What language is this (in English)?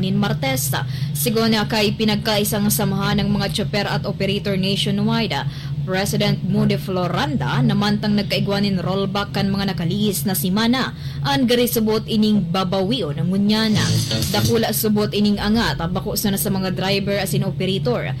Bikol